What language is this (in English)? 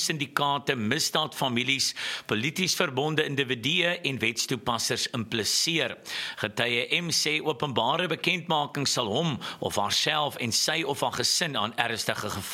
Afrikaans